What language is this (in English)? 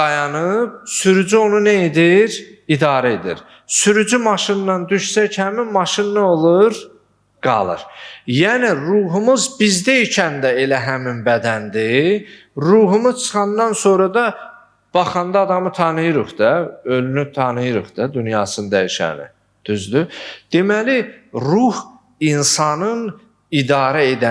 Azerbaijani